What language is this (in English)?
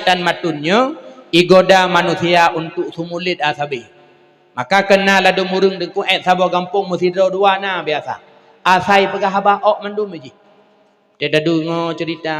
Achinese